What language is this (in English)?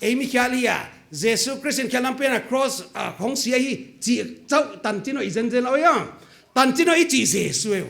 Paite Chin